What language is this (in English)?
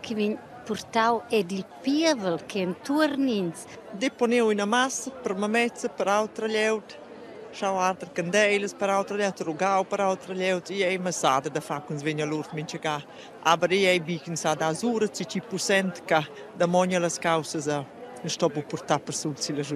Romansh